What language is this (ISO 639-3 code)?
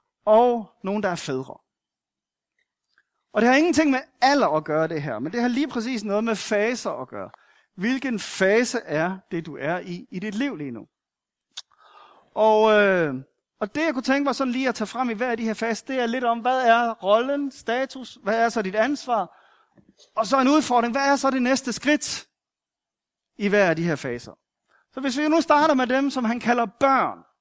dan